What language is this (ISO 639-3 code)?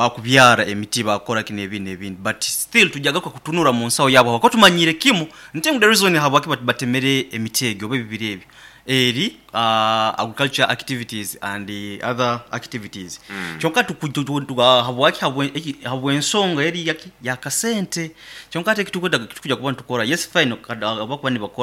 nyo